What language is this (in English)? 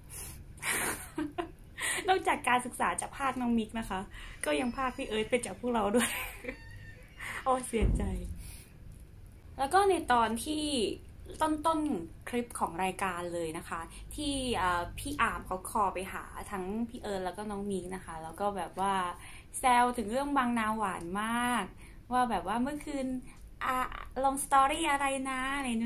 Thai